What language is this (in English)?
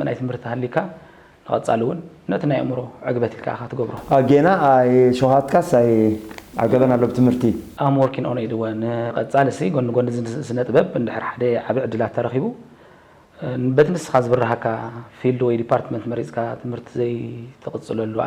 Tigrinya